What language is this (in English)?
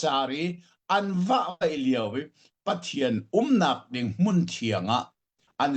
Hakha Chin